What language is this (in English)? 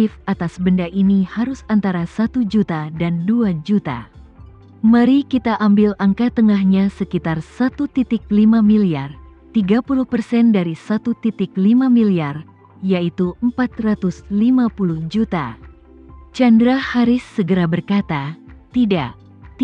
Indonesian